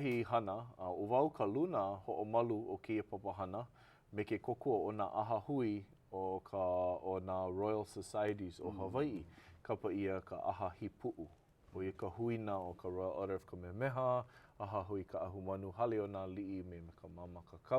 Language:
Hawaiian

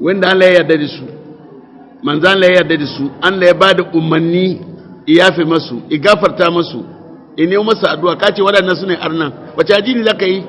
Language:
Hausa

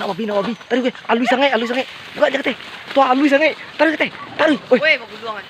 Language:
Minangkabau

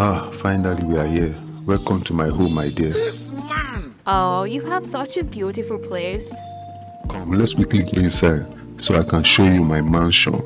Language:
Nigerian Pidgin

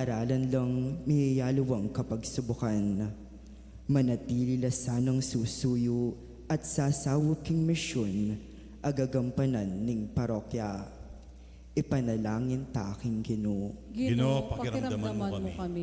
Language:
Pampanga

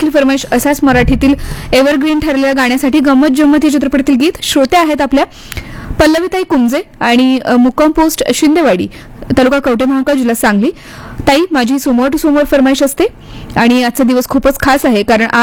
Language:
Marathi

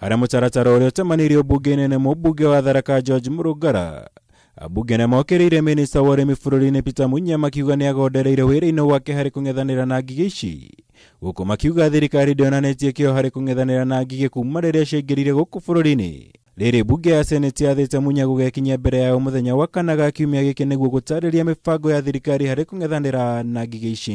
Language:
Kikuyu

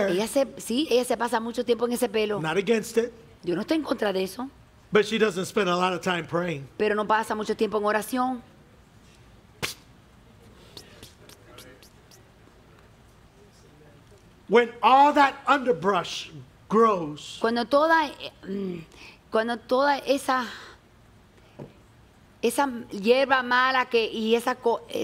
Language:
Spanish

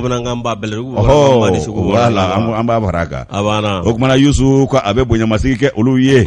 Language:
Bambara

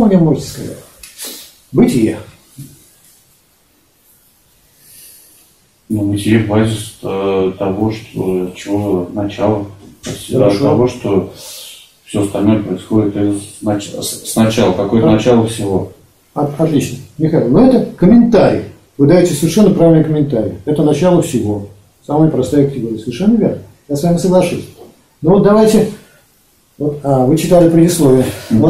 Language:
Russian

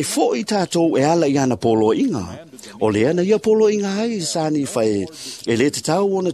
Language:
Samoan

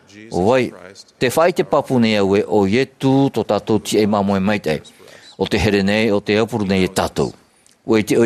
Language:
Tahitian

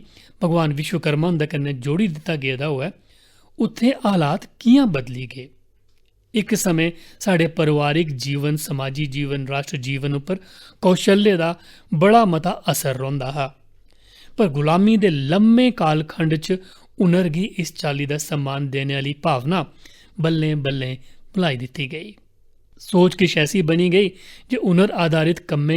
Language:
Dogri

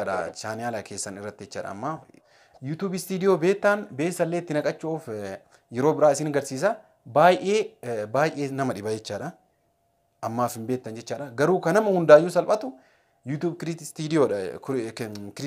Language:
Oromo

